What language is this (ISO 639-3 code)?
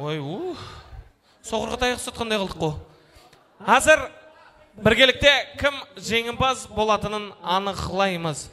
kaa